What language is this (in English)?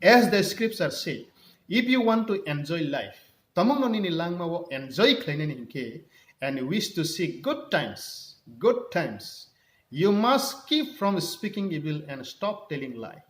Kok Borok